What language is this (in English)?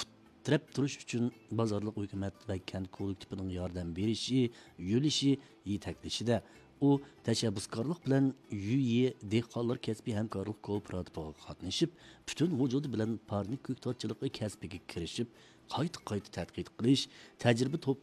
Uyghur